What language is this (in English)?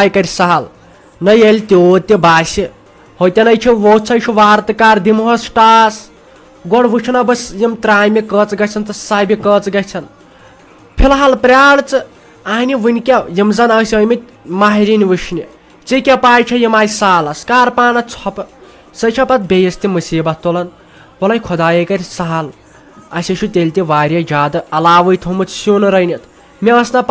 Kashmiri